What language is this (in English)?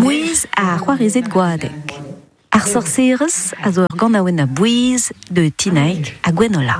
Breton